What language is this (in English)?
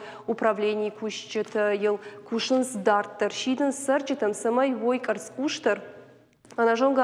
Ossetic